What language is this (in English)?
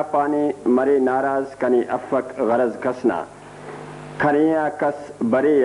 Brahui